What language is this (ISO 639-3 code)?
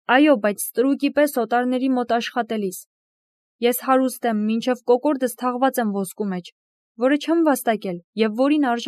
hye